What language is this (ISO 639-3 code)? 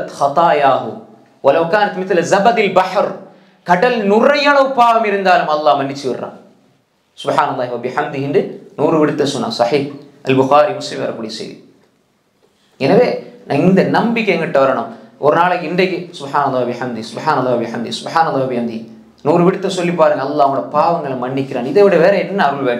tam